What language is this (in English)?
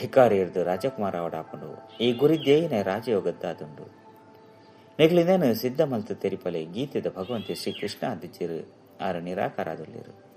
Tulu